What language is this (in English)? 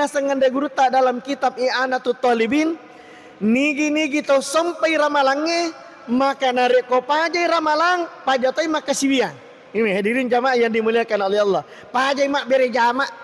Buginese